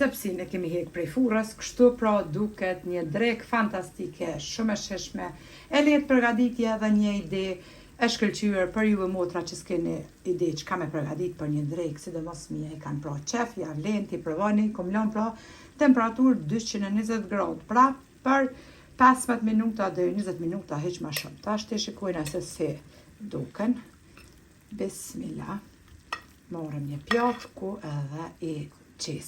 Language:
Albanian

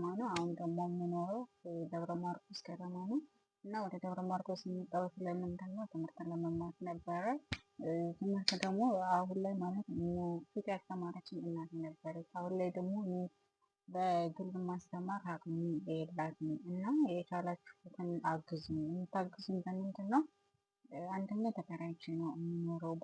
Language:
Amharic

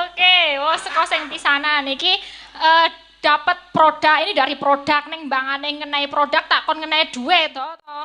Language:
Javanese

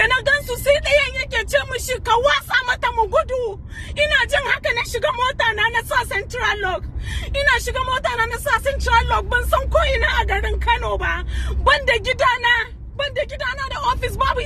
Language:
Hausa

